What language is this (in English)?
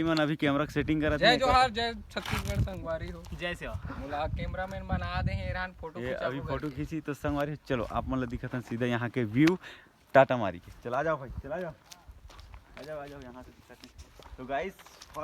Chhattisgarhi